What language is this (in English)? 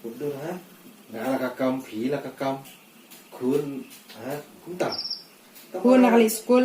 Khasi